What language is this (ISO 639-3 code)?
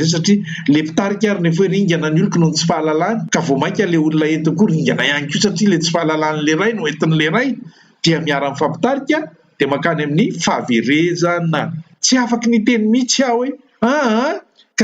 mlg